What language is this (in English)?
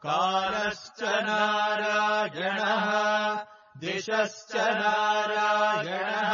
Sanskrit